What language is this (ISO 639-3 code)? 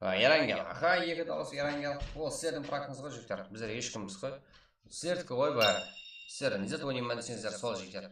kaa